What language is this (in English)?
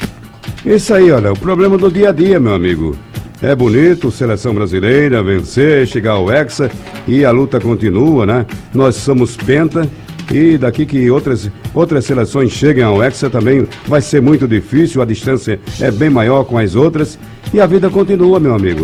Portuguese